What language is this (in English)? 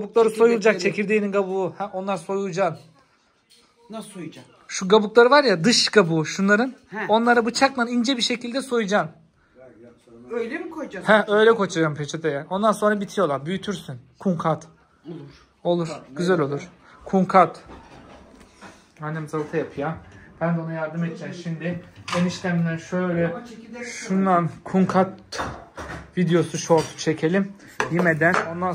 Turkish